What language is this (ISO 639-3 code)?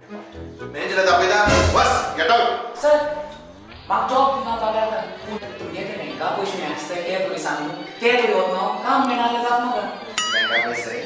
kok